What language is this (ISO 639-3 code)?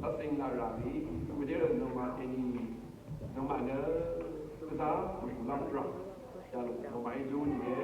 raw